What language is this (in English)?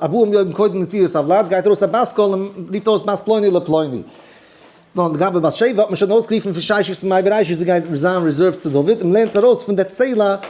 Yiddish